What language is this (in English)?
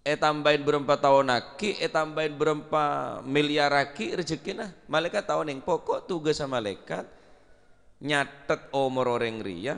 Madurese